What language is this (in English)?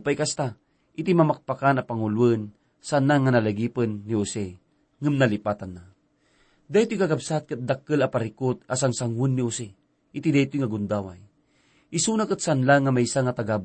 Iloko